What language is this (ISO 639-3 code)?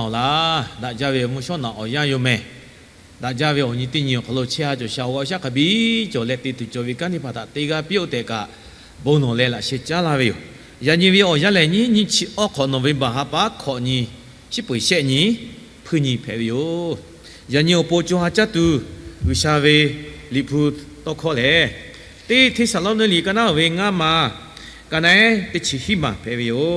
lhu